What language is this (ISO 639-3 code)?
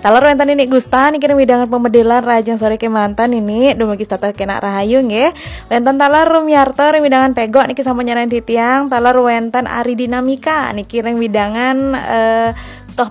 ban